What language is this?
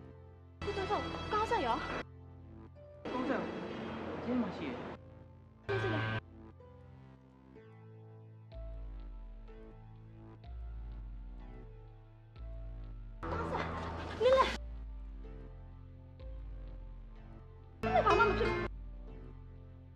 Burmese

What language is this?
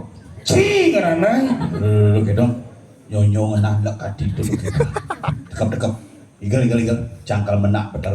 Balinese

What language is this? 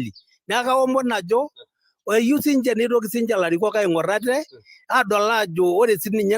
Masai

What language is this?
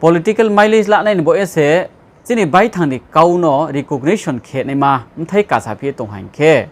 Riang (India)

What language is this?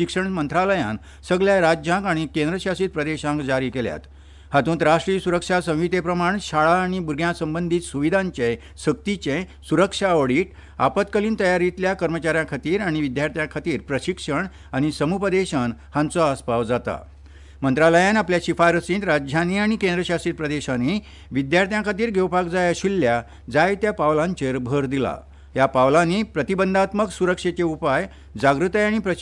Konkani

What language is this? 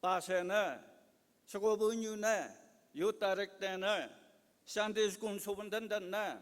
Konyak Naga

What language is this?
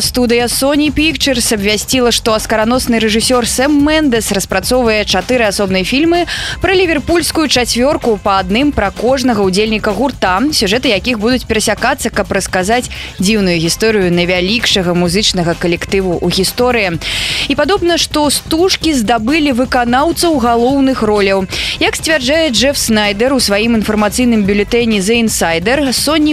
Belarusian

